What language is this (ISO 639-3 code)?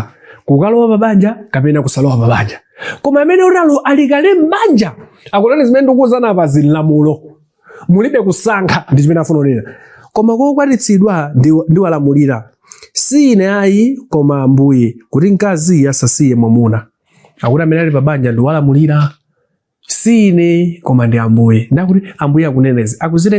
nya